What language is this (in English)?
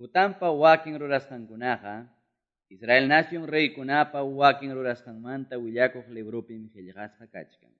Ayacucho Quechua